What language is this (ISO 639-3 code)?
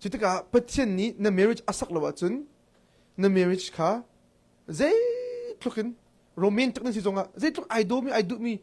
cnh